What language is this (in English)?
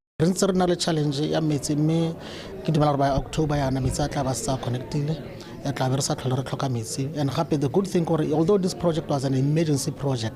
Tswana